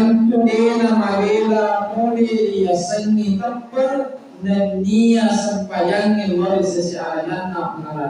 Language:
Buginese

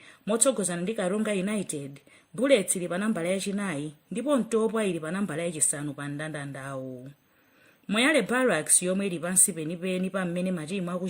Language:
Nyanja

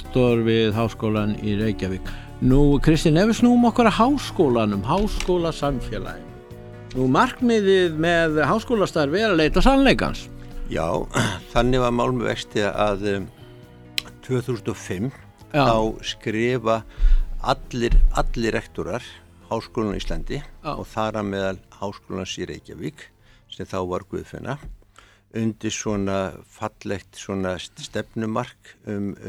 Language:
Icelandic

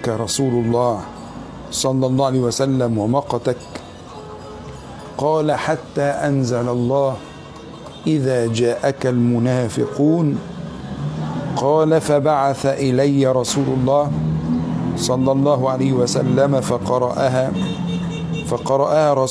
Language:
Arabic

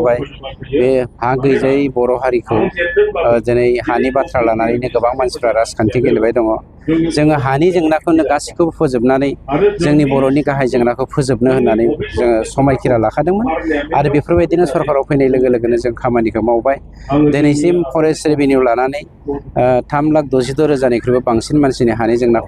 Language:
Bodo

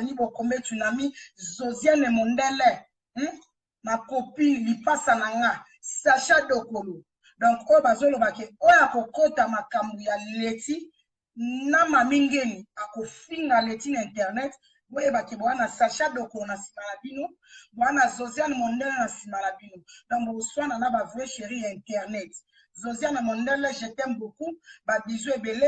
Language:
Lingala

